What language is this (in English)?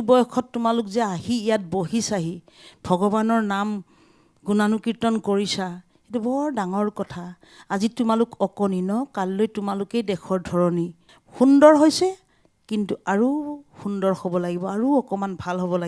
Assamese